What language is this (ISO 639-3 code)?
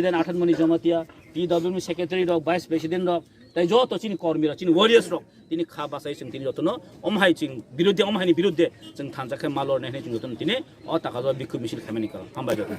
trp